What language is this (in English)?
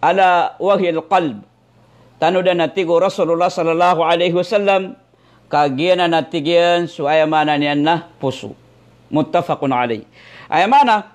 Maranao